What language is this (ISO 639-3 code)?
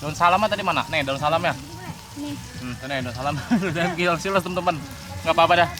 bew